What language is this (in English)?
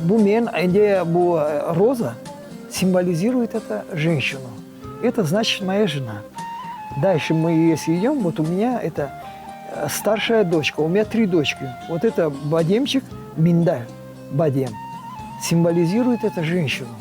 Crimean Tatar